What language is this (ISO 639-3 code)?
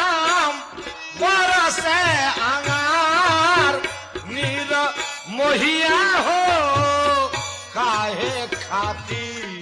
bho